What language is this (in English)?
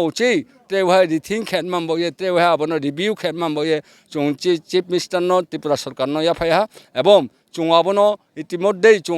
Riang (India)